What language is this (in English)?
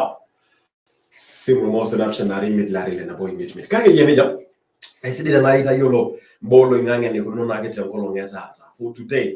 Masai